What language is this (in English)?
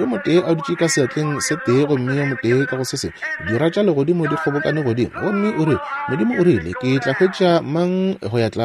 Northern Sotho